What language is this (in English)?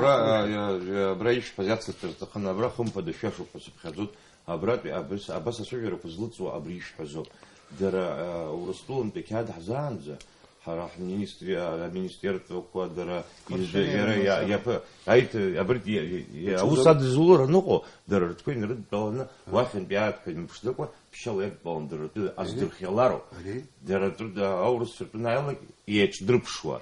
Abkhazian